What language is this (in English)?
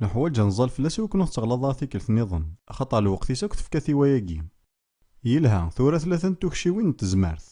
Kabyle